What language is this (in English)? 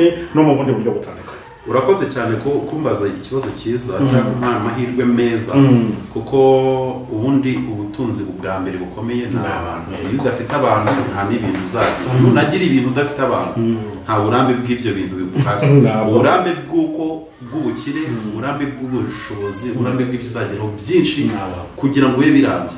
Kinyarwanda